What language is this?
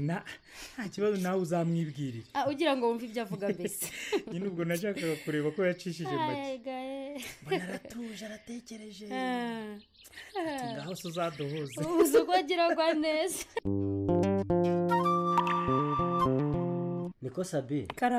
Kinyarwanda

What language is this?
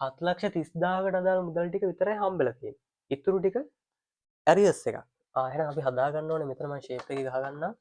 Sinhala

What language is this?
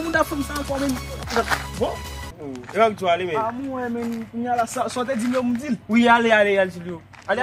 Haitian Creole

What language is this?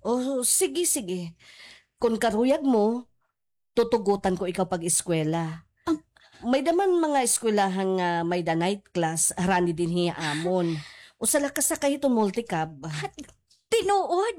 Waray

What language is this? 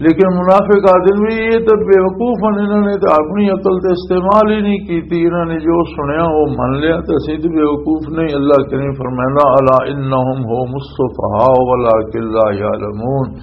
Western Panjabi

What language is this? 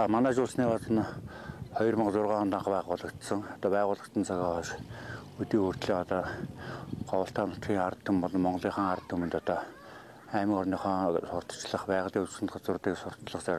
Mongolian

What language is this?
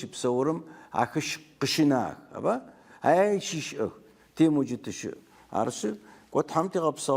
Adyghe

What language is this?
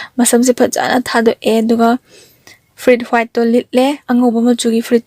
Manipuri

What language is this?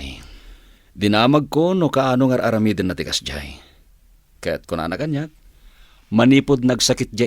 Iloko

